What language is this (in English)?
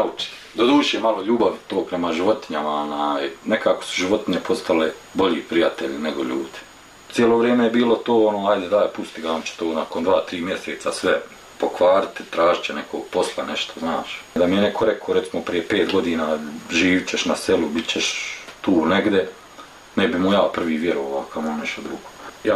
Bosnian